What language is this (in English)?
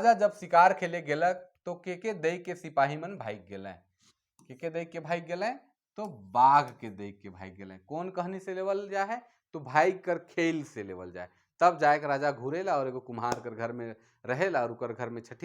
Sadri